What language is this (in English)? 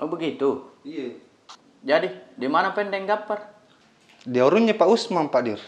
Makassar Malay